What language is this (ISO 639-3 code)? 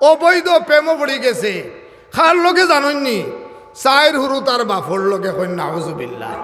syl